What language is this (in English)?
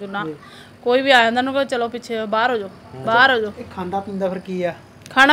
Punjabi